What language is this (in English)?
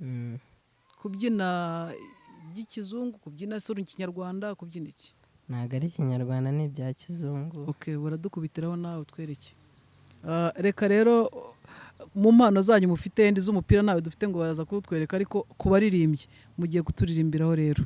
Kinyarwanda